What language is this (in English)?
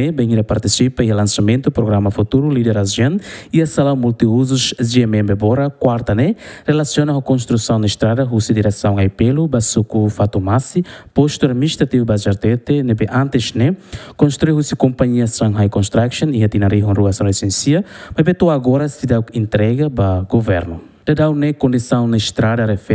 Tetum